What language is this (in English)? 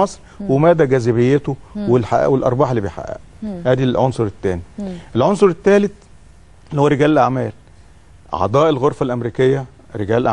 Egyptian Arabic